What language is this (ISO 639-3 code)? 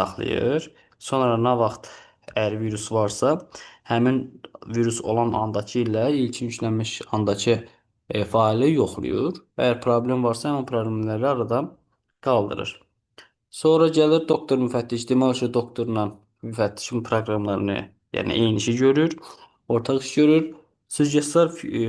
aze